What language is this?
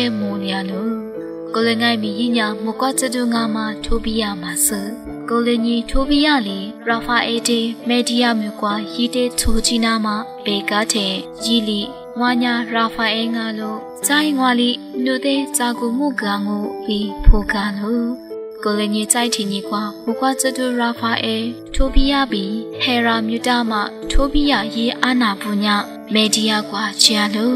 Lisu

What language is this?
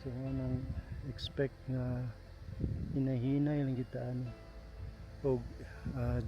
Cebuano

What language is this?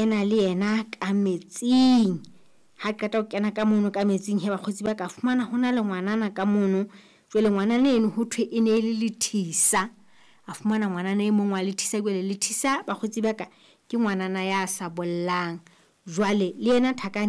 Southern Sotho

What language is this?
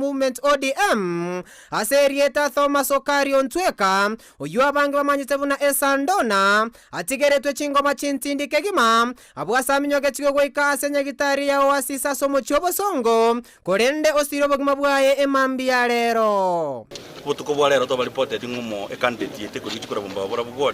Gusii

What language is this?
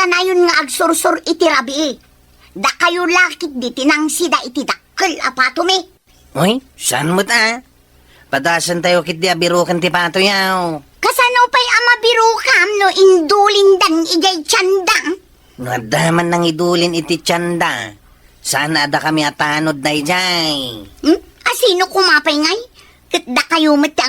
Iloko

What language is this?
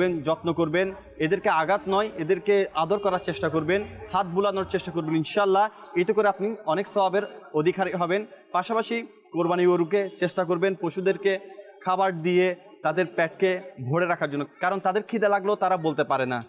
Bangla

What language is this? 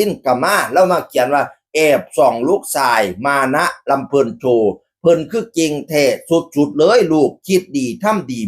Northeastern Thai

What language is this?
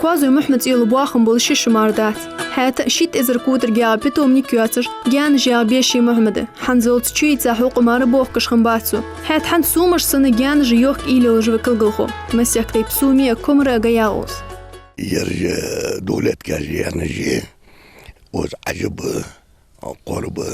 Ingush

